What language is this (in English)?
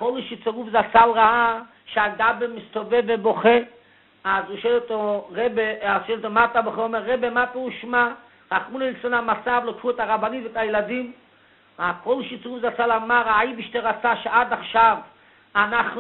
Hebrew